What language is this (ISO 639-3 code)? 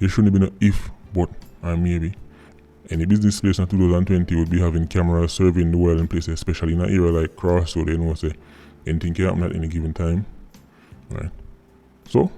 jam